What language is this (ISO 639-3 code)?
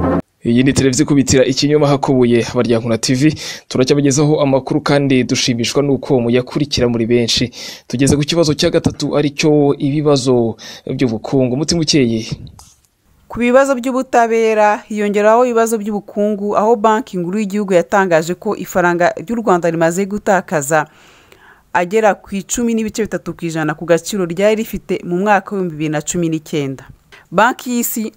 kin